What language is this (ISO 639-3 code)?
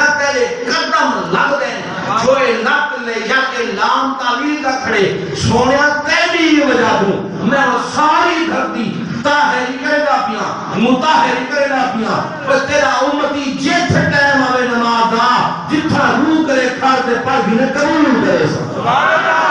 skr